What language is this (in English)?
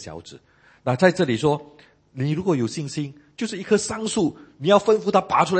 Chinese